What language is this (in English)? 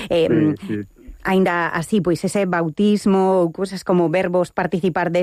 Galician